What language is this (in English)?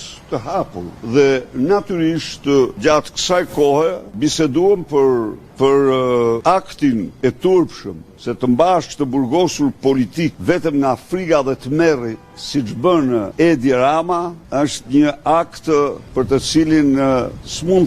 Albanian